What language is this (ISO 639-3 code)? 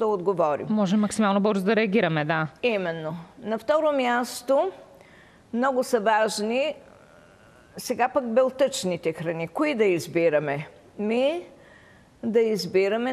bul